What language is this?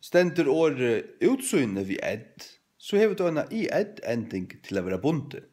Faroese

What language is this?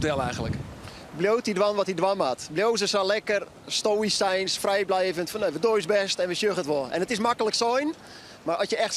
Western Frisian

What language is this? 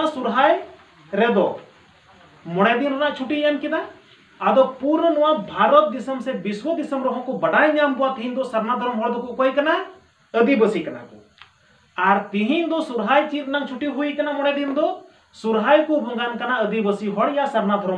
Santali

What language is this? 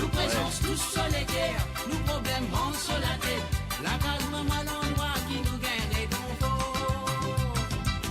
Morisyen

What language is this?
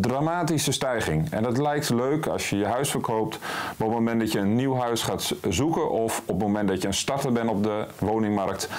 Dutch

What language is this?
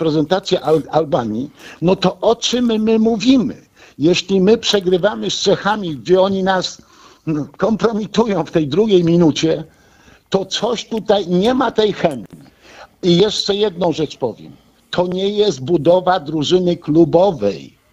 Polish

